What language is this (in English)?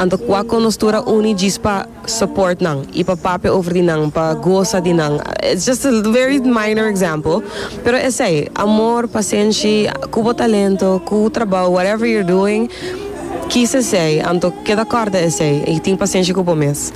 Papiamento